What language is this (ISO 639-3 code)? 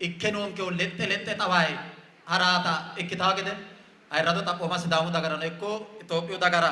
sid